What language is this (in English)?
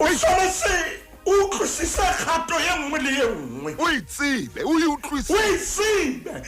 Southern Sotho